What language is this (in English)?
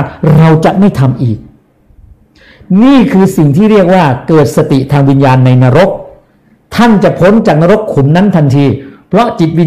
Thai